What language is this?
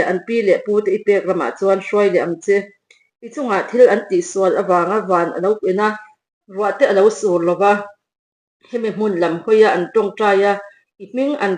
Mizo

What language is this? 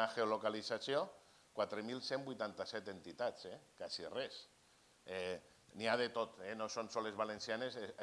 Catalan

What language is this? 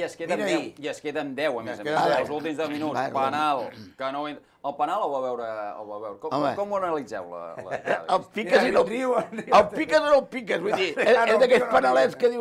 Catalan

